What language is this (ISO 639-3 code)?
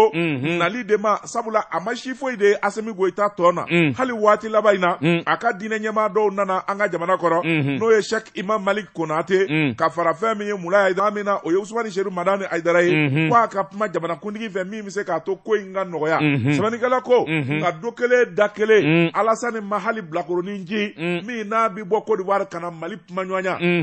bam